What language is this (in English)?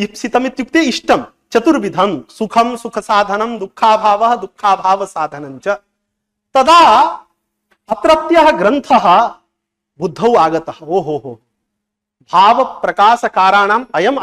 Sanskrit